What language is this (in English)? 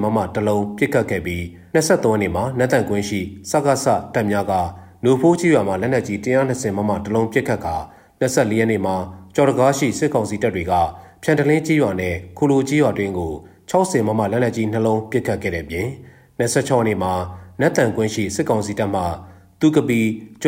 Burmese